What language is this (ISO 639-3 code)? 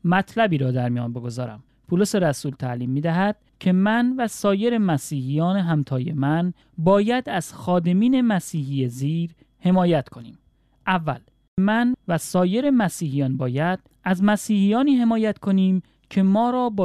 fas